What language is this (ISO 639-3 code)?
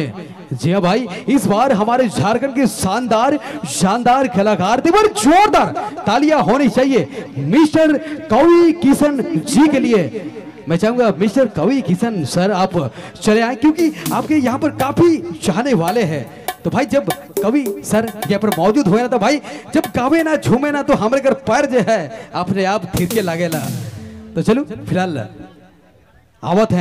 sck